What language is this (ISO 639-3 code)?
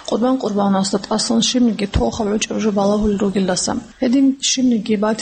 ava